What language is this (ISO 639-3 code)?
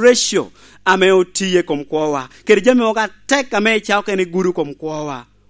laj